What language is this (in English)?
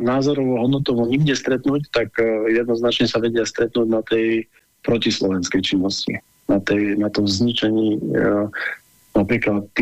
Slovak